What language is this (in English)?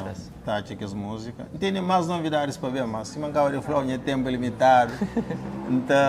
Kabuverdianu